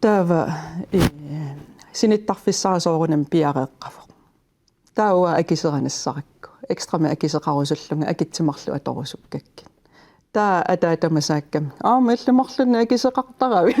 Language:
Kalaallisut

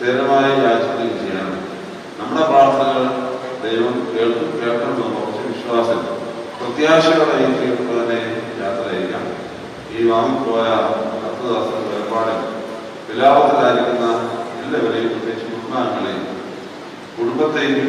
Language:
Malayalam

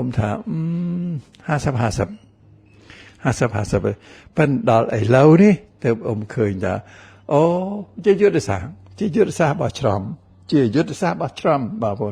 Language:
Khmer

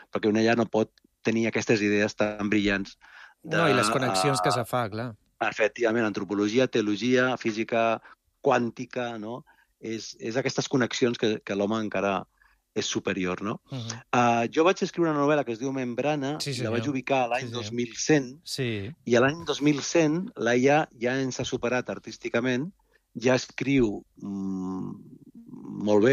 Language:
Catalan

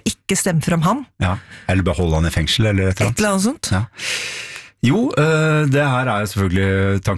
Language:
Norwegian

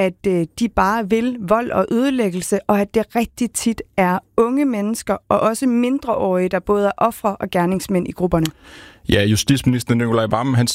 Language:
Danish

